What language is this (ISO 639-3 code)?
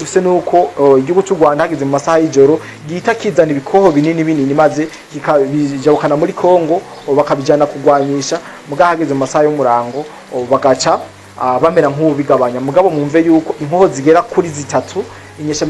run